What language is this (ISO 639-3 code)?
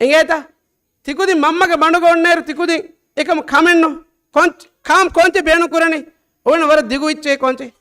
div